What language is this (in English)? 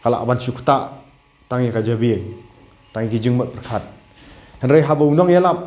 Khasi